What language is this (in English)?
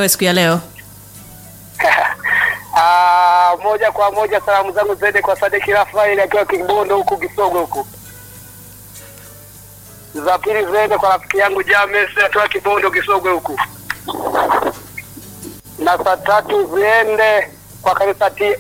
Swahili